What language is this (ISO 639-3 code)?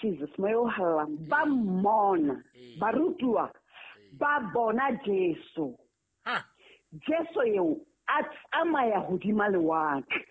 sot